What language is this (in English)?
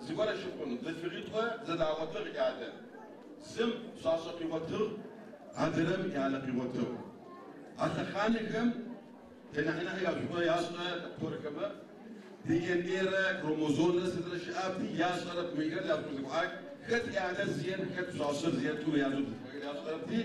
Adyghe